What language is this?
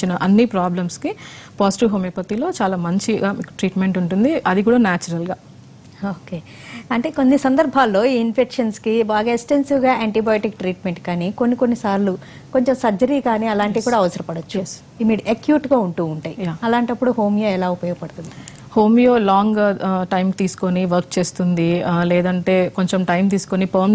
Telugu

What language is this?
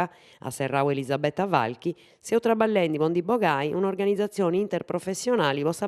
Sardinian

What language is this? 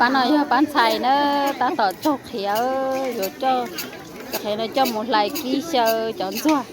Hmong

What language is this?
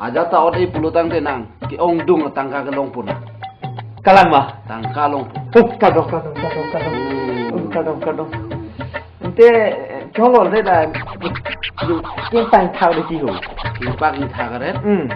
Karbi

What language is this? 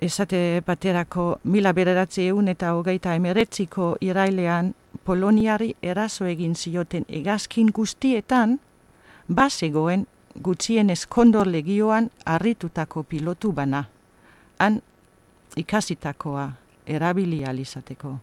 Basque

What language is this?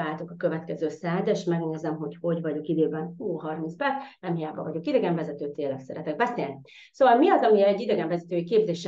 Hungarian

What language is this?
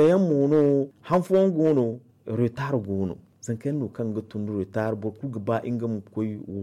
Zarma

